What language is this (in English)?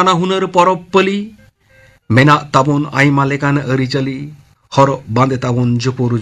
Santali